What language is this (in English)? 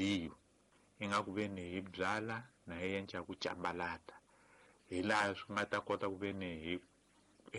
Tsonga